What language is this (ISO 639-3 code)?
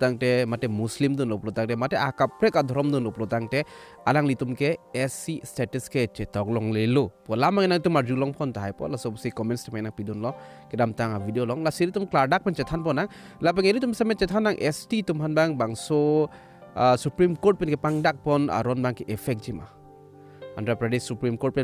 mjw